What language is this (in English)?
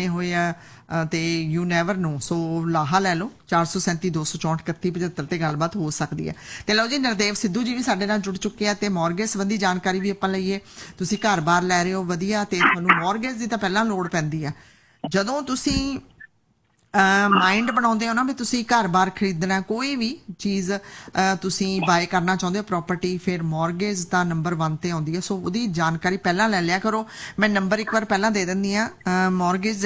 Punjabi